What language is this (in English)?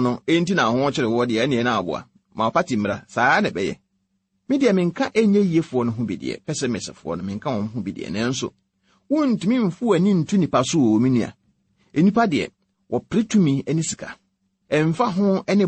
Akan